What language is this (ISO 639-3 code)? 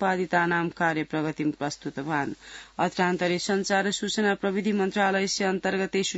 san